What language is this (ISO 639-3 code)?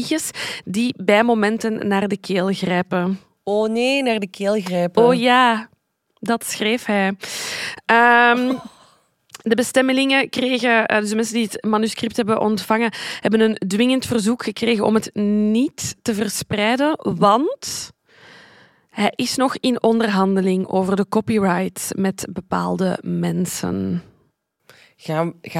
nld